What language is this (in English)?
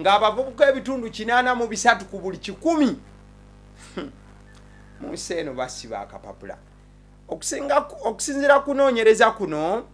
Ganda